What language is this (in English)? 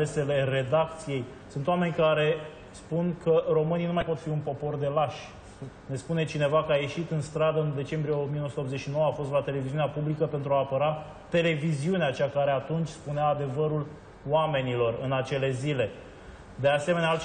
Romanian